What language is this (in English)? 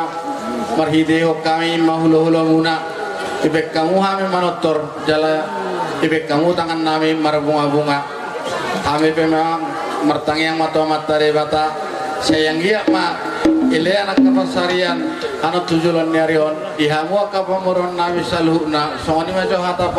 Batak Toba